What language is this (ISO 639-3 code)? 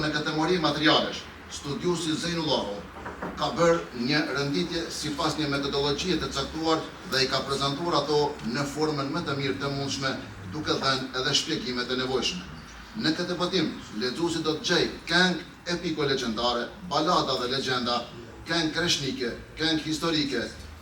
sqi